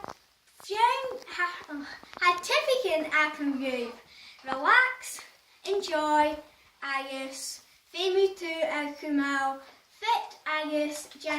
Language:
Scottish Gaelic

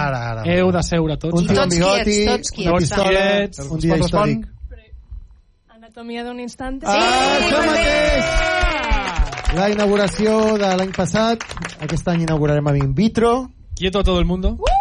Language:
Catalan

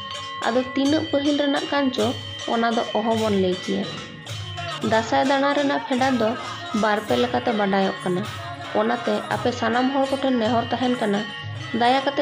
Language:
Santali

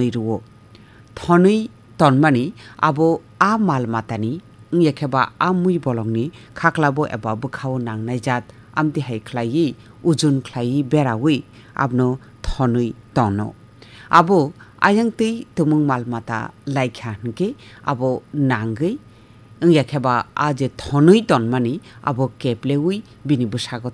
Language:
Kok Borok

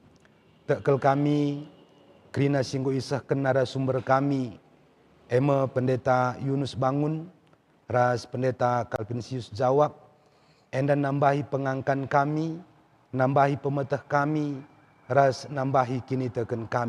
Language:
Batak Karo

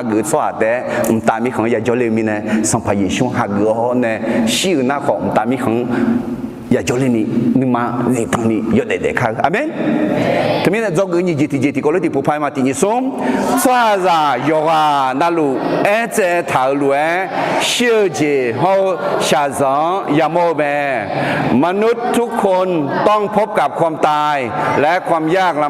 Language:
Akha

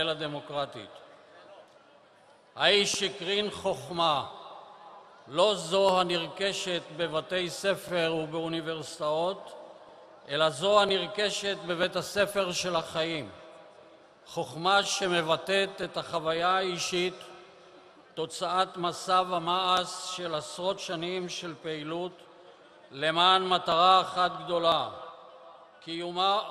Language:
Hebrew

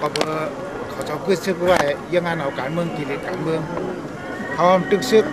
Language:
Shan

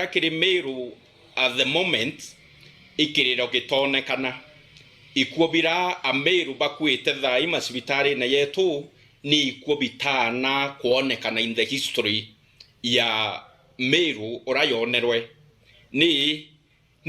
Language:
Meru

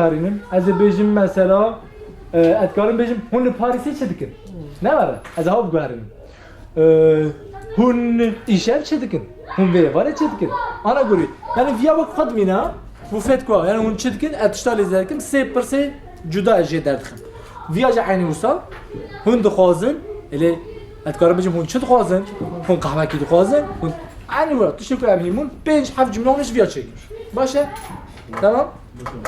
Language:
Kurdish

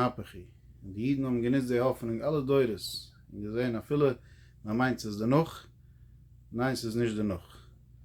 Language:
Yiddish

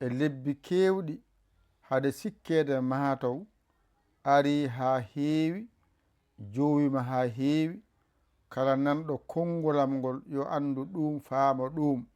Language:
Fula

